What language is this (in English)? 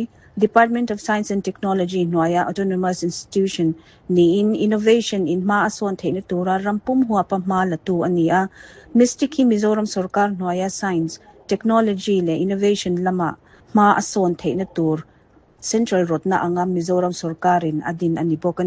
Mizo